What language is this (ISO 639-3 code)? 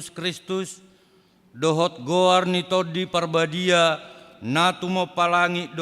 bbc